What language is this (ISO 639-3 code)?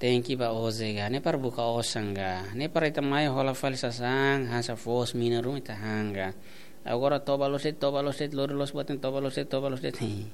tet